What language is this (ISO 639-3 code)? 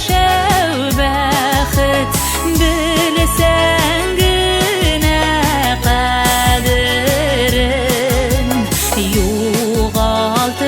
bak